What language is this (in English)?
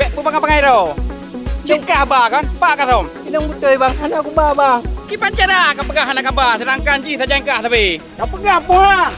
Achinese